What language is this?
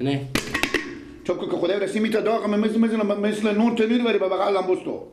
Persian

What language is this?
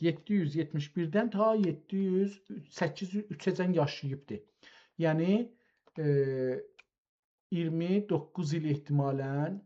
South Azerbaijani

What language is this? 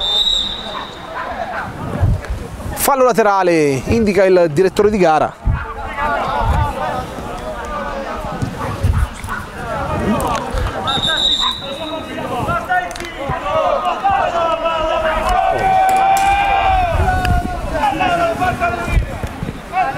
Italian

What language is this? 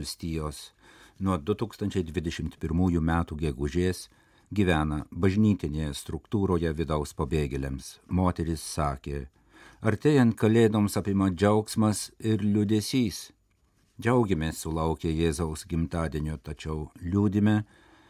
Lithuanian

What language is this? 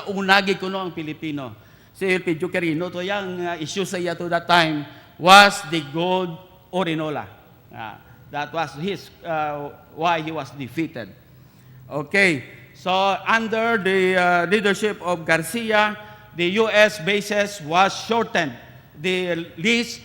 Hiligaynon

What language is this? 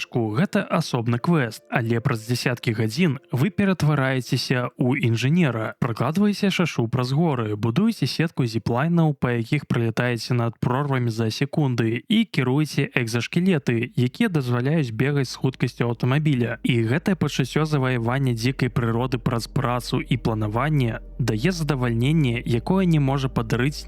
Belarusian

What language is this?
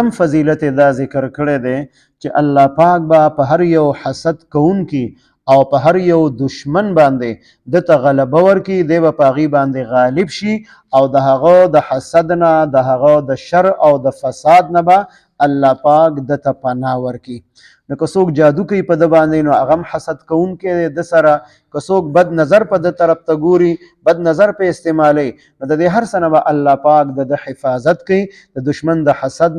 Pashto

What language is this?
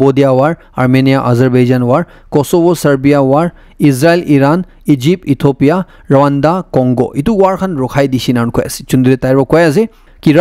Naga Pidgin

